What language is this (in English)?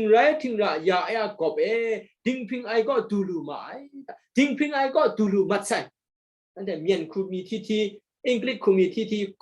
Kachin